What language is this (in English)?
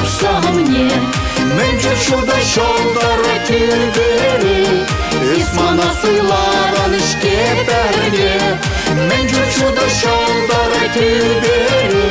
Chuvash